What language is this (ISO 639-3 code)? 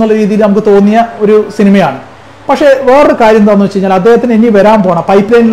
mal